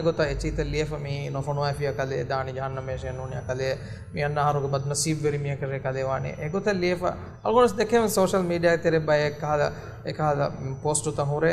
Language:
Divehi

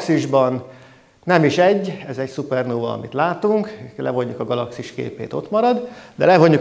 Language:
Hungarian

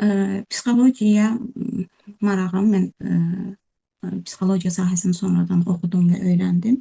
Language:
Azerbaijani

